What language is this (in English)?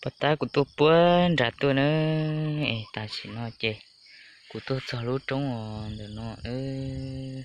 Hmong